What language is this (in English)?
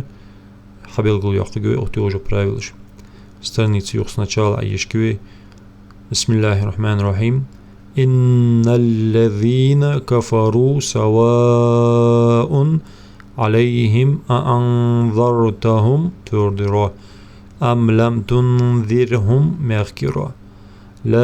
Ingush